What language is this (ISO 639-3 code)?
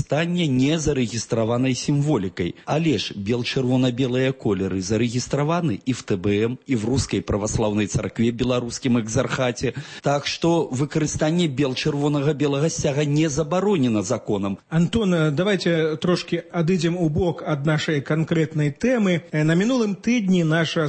bel